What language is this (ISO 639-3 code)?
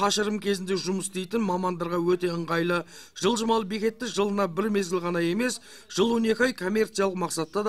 kaz